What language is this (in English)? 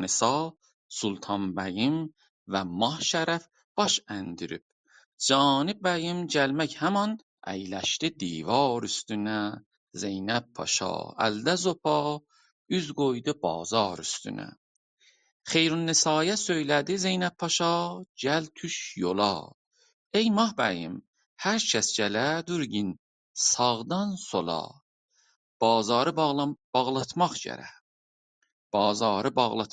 South Azerbaijani